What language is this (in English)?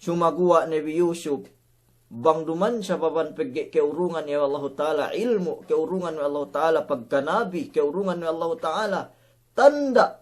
Yakan